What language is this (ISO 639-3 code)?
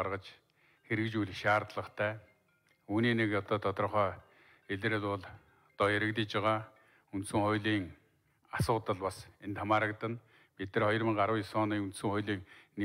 mon